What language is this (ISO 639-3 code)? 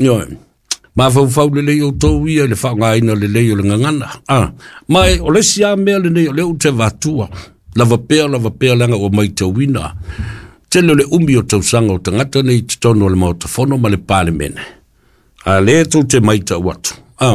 smo